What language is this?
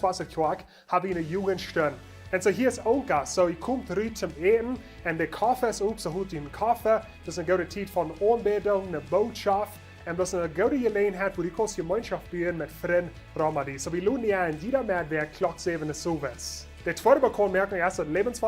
Plautdietsch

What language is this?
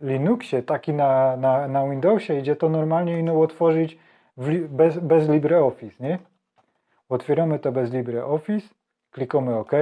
Silesian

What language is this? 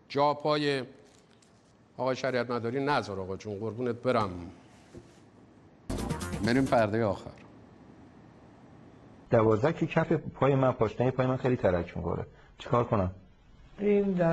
Persian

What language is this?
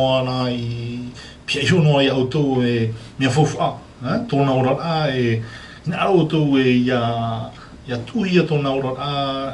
Tahitian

